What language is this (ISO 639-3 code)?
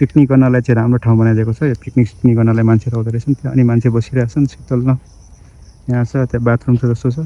nep